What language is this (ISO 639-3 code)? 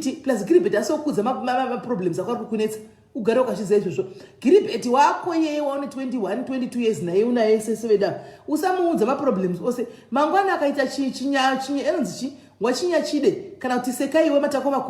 sna